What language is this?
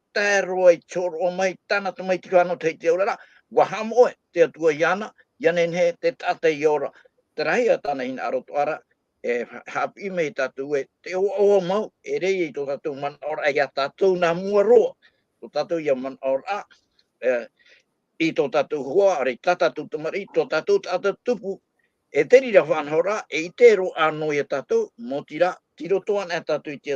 Tahitian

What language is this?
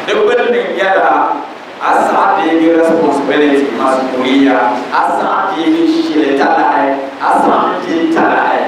Dagbani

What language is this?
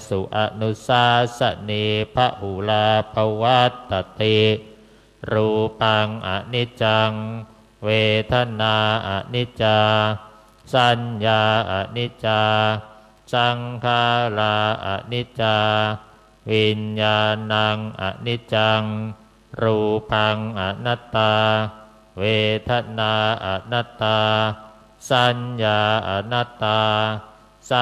Pali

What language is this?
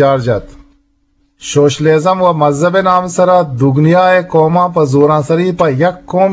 Eastern Balochi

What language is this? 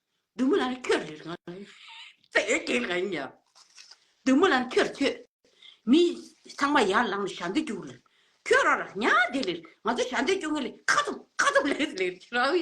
Tibetan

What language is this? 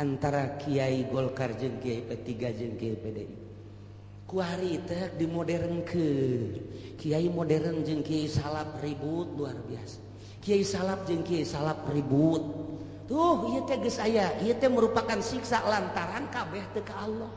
Sundanese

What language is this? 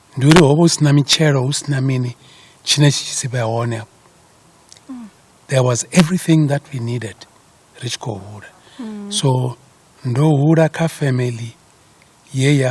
Venda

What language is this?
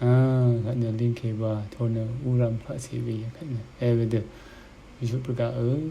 Rawang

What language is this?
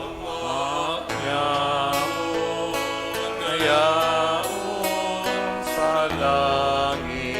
Bikol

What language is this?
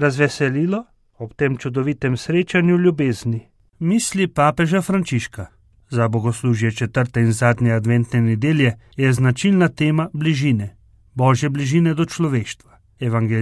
Slovenian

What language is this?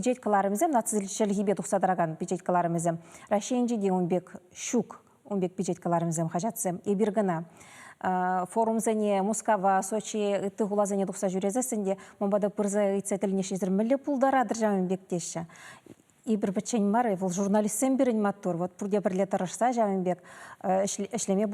Chuvash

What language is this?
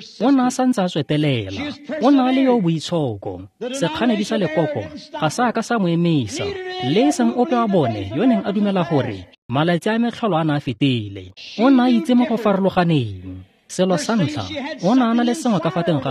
Tswana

